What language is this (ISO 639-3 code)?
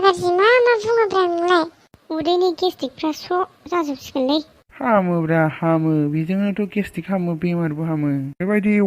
brx